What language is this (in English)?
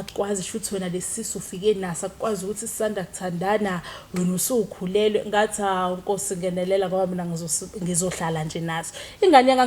Zulu